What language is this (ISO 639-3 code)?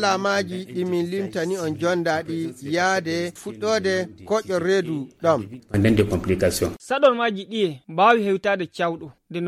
fuv